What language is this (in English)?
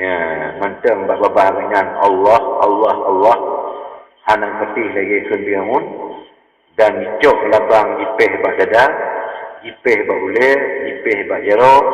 Achinese